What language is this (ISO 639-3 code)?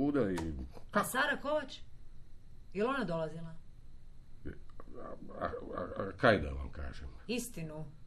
srp